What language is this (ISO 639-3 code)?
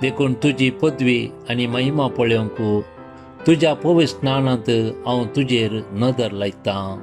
kok